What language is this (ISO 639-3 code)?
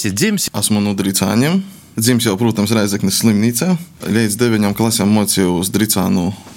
lav